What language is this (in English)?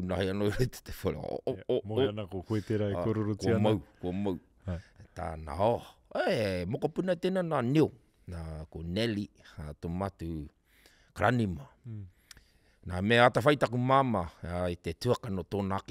Māori